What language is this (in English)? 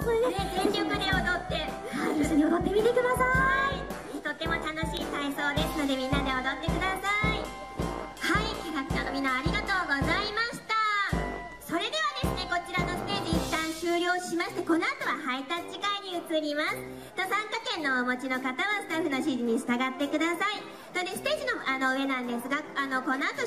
Japanese